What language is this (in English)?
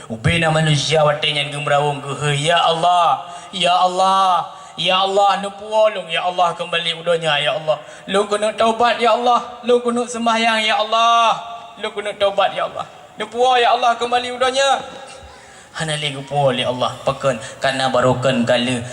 Achinese